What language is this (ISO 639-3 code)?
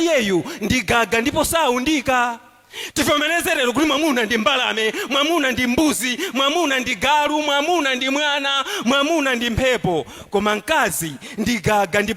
nya